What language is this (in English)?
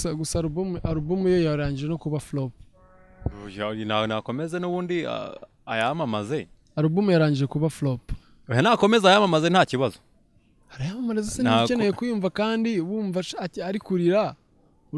Kinyarwanda